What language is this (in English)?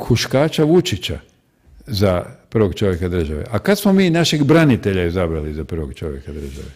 Croatian